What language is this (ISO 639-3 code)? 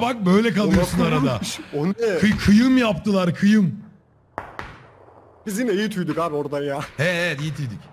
tur